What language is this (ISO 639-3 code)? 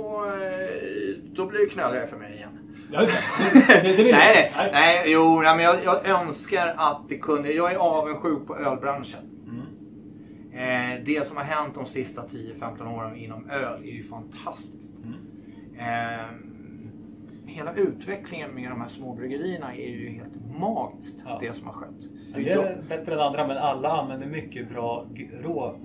swe